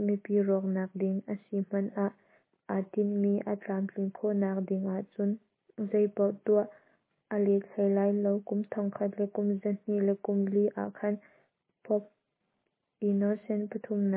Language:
Hakha Chin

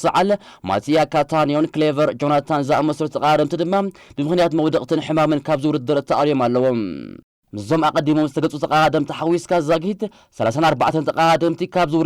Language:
Tigrinya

